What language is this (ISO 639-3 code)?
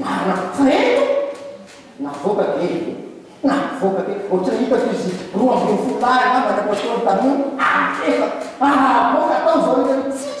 mlg